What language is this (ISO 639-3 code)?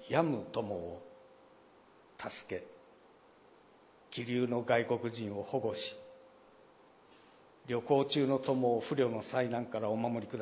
jpn